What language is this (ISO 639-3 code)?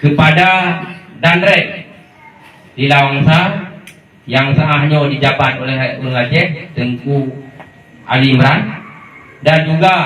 ace